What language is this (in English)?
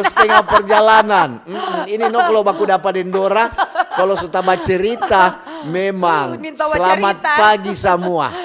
Manado Malay